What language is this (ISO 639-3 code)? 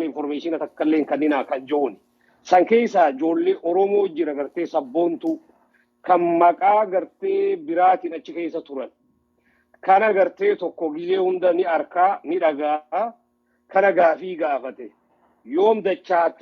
orm